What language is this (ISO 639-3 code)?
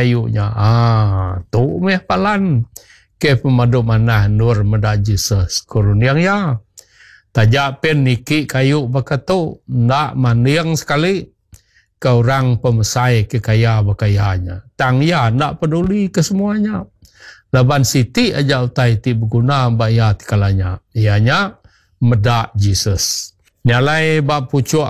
iba